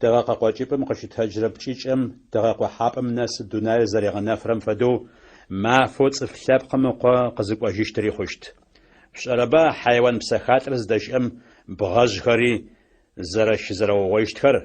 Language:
Adyghe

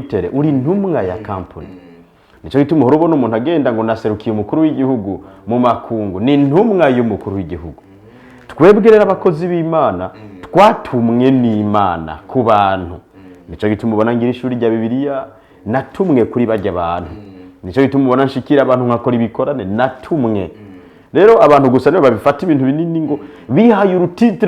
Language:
Rundi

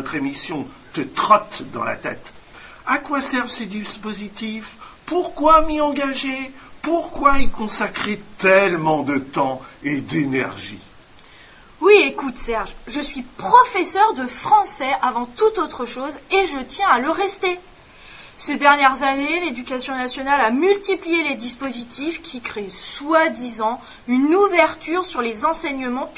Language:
French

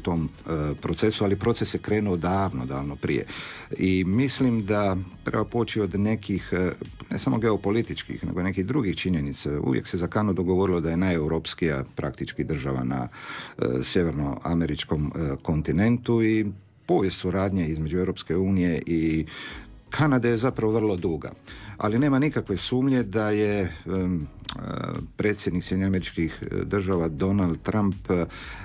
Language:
Croatian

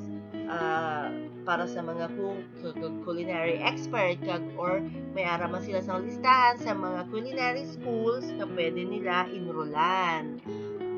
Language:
Hiligaynon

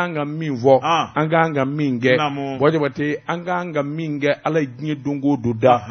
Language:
Bambara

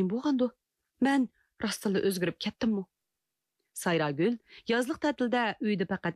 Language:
Uyghur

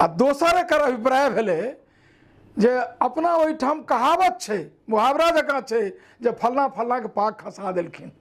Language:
Maithili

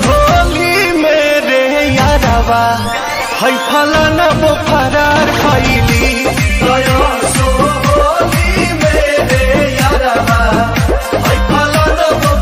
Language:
Bhojpuri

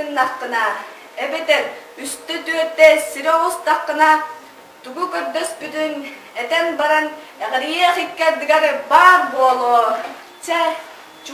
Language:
Yakut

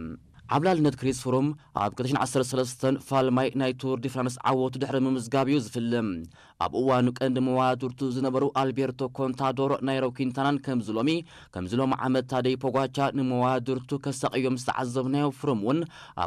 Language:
Tigrinya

